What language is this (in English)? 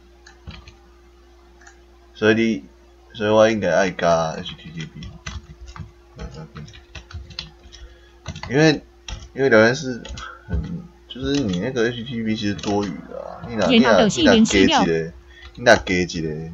Min Nan Chinese